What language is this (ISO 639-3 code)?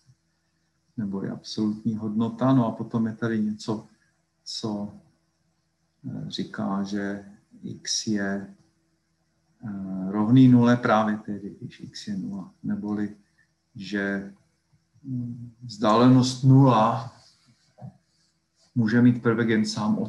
ces